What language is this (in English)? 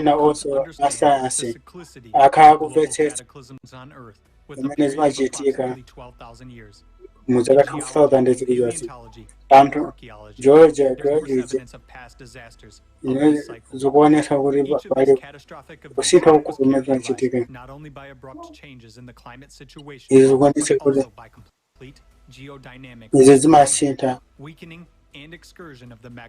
Nyanja